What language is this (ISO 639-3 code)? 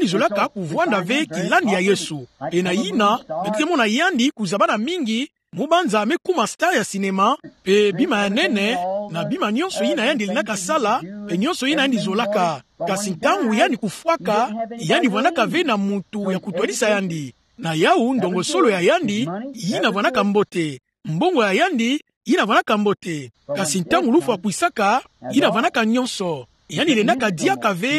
ktu